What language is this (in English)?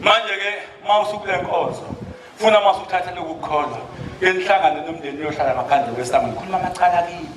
Zulu